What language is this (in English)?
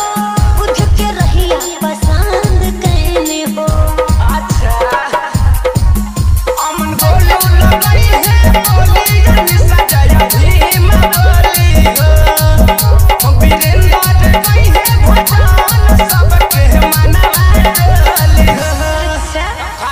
Bhojpuri